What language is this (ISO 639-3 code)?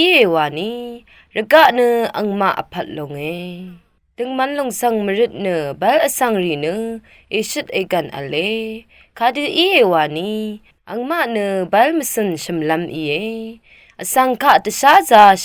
raw